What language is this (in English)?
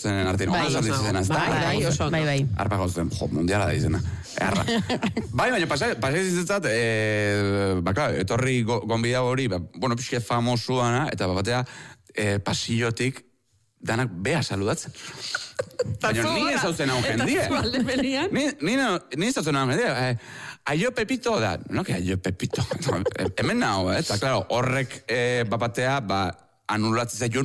Basque